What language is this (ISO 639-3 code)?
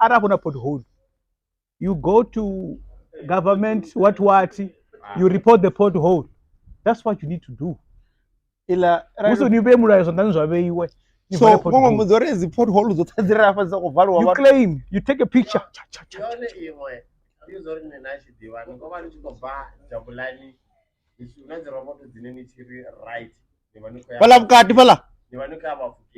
ven